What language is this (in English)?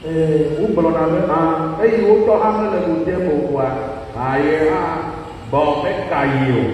Ewe